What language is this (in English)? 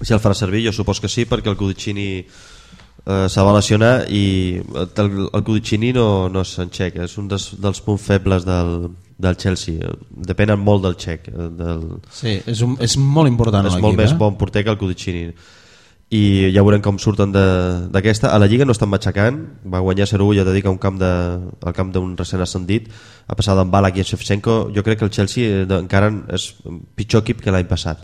Catalan